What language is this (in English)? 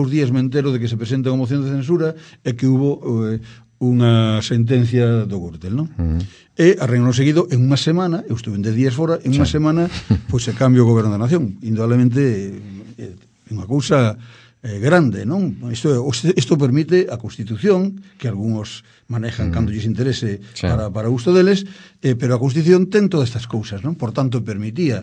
Galician